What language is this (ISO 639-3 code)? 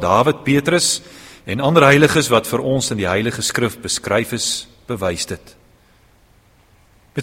afr